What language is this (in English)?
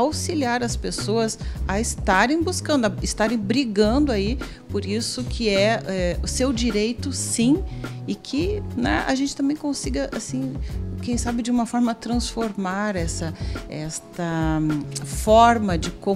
Portuguese